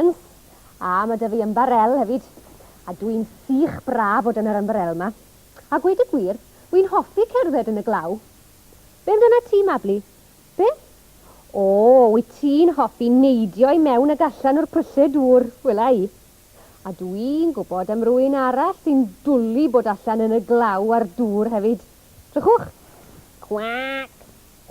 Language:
Welsh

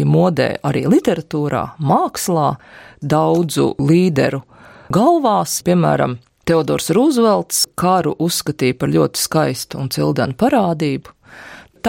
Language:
Latvian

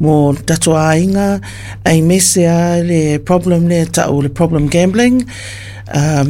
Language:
Samoan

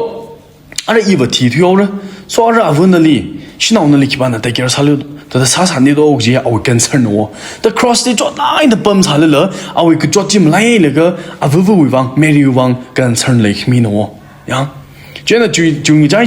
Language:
Tangkhul Naga (India)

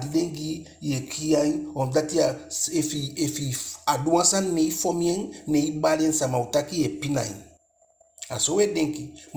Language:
Eastern Maroon Creole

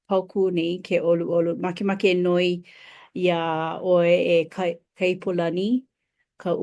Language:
Hawaiian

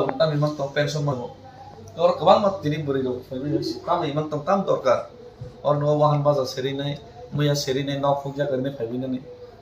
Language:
Kok Borok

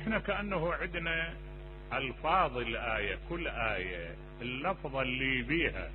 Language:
Mesopotamian Arabic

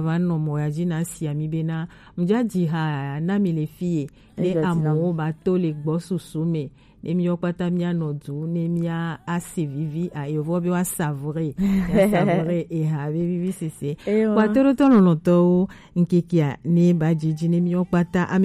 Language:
Gen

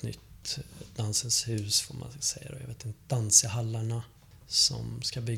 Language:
Swedish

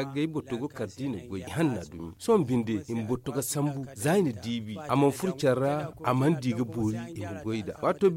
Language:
Zarma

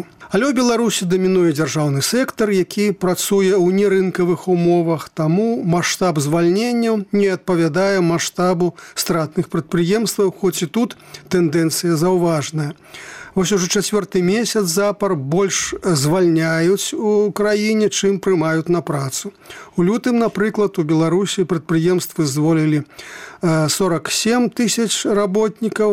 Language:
Belarusian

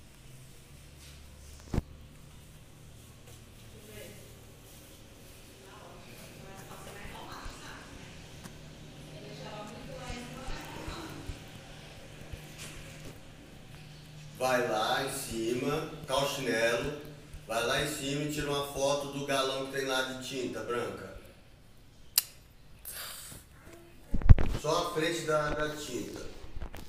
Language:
Portuguese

